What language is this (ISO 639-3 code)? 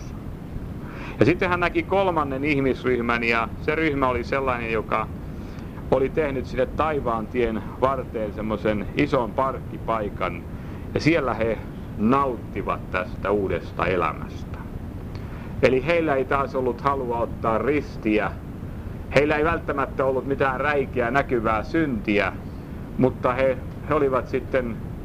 fin